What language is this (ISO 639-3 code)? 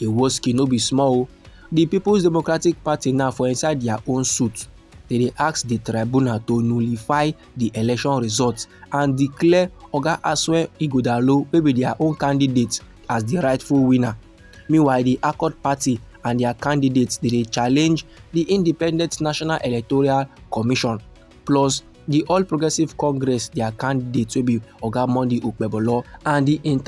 pcm